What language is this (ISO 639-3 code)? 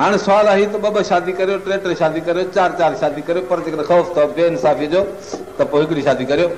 snd